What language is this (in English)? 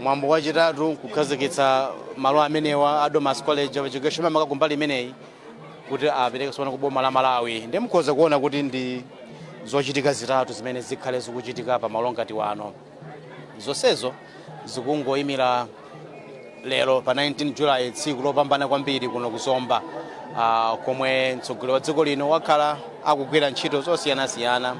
Nyanja